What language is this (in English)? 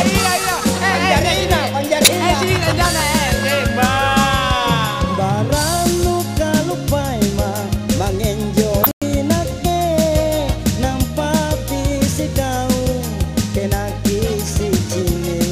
Makasar